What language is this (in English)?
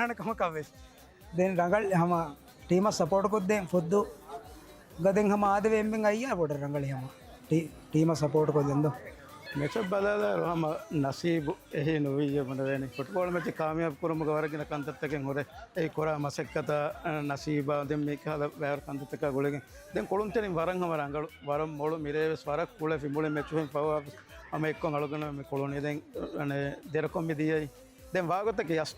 Divehi